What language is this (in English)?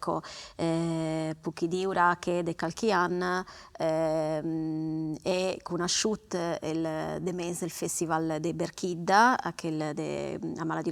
Sardinian